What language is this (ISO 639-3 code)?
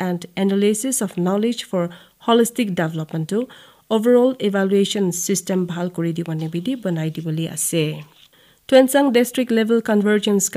nag